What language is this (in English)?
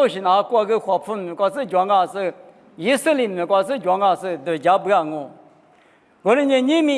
Lisu